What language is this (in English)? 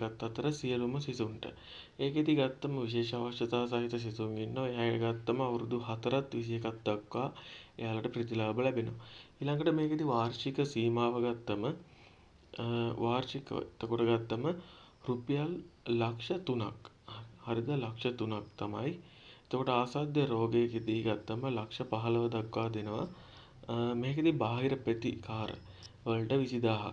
Sinhala